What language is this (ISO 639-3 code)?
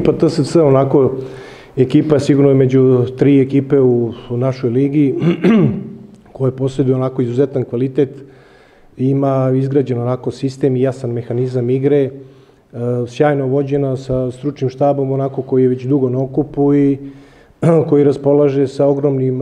srp